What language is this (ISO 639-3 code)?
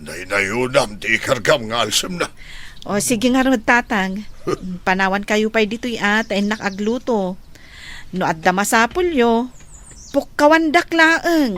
ilo